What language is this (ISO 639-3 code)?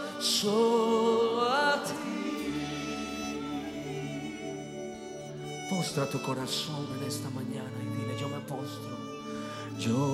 spa